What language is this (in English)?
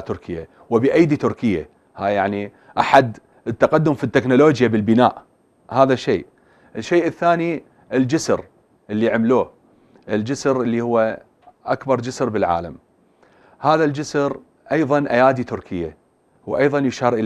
Mesopotamian Arabic